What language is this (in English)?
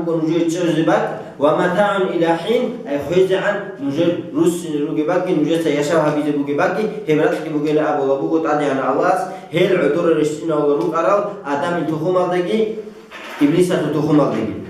Avaric